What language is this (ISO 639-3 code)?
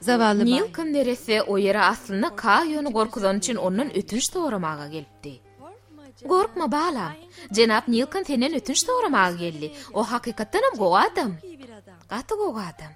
tuk